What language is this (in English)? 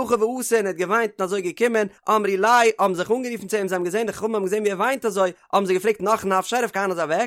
Yiddish